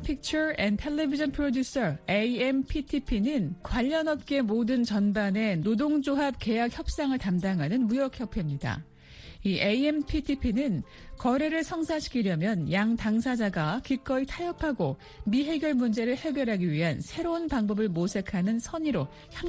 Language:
Korean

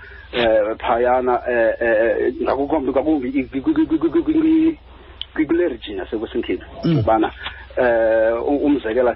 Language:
Xhosa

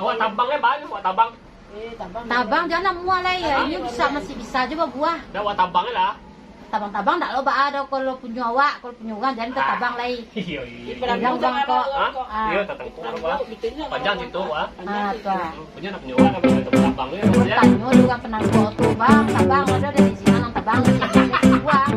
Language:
Minangkabau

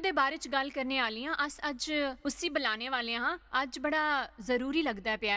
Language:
Dogri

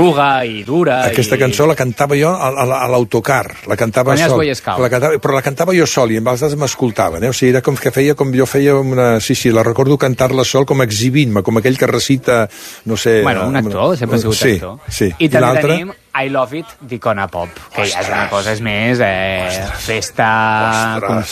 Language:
Catalan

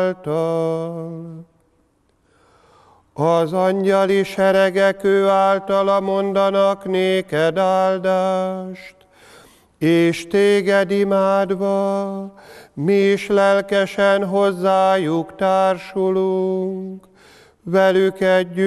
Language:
Hungarian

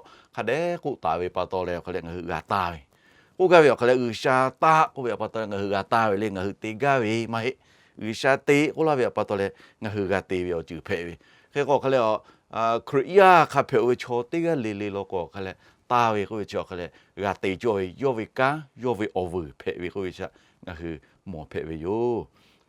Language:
Lahu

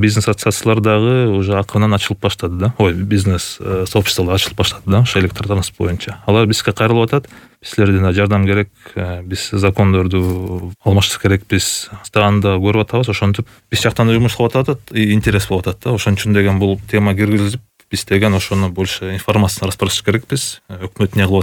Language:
Kyrgyz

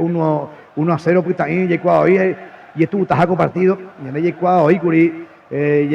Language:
Guarani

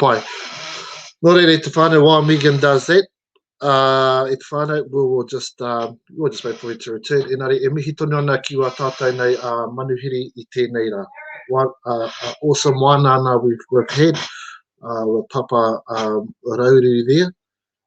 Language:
Māori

